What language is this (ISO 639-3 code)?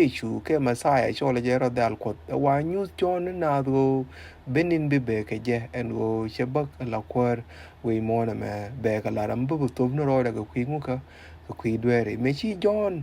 nus